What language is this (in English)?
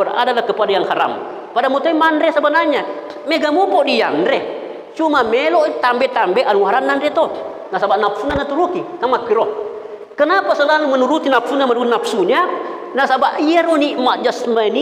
Buginese